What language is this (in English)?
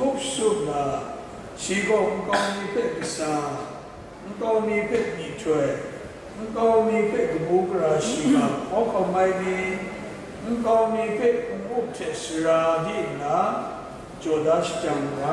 Kachin